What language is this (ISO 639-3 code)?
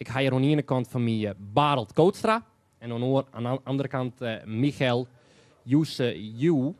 fry